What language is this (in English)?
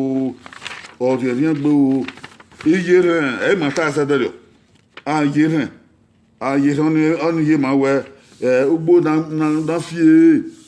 Bini